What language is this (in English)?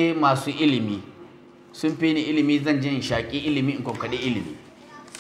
Hausa